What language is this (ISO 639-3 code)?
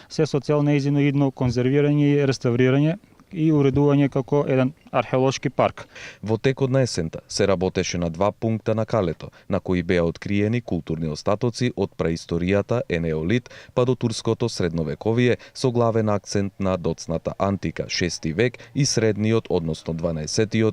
mkd